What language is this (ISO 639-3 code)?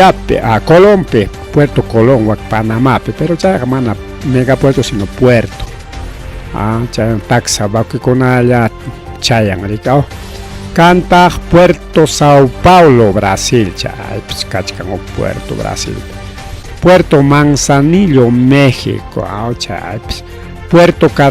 quy